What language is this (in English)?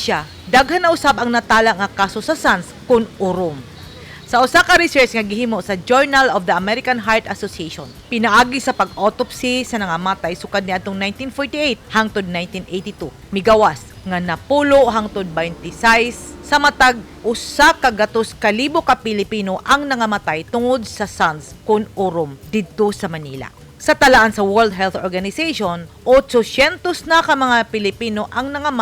Cebuano